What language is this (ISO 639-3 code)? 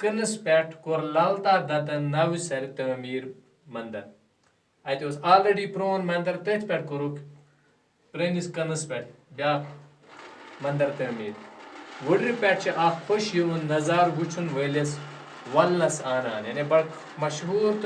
kas